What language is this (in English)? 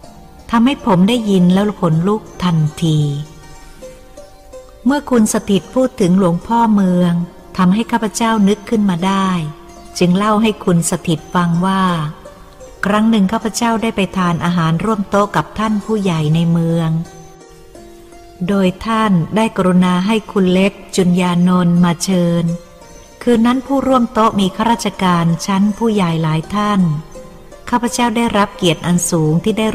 Thai